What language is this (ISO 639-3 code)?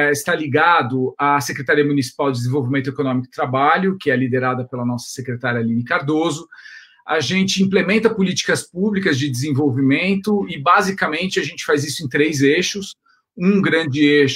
por